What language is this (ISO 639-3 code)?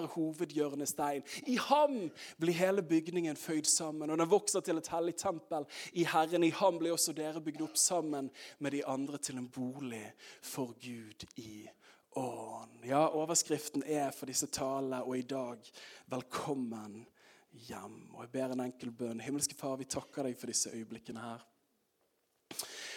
nor